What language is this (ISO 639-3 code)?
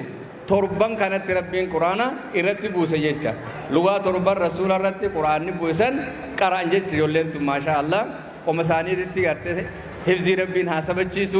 orm